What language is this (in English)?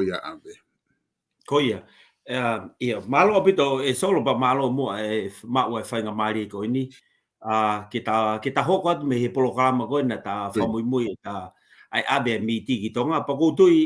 Tongan